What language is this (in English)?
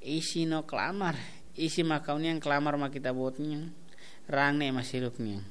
Tetum